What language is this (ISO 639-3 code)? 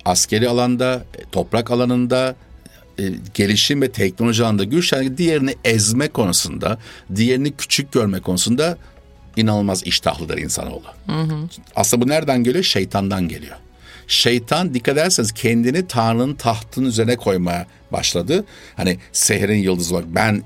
tur